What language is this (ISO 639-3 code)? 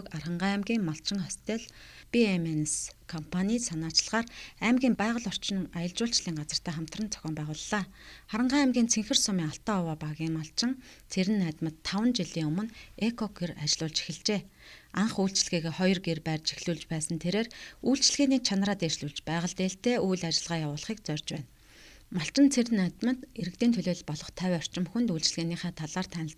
mon